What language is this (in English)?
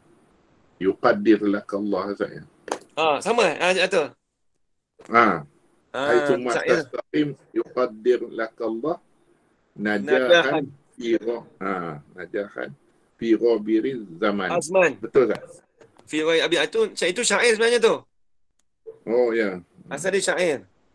Malay